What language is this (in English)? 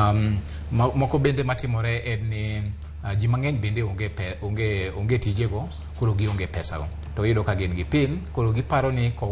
Luo (Kenya and Tanzania)